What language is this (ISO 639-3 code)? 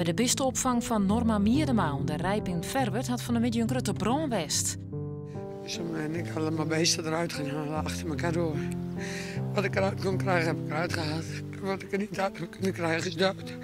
fry